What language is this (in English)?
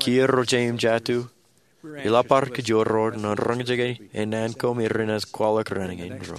Marshallese